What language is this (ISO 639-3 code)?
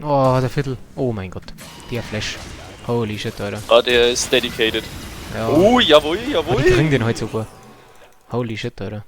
bar